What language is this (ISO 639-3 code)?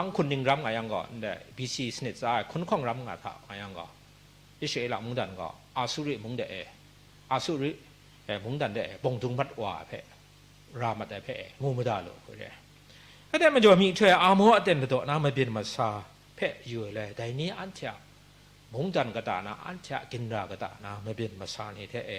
kac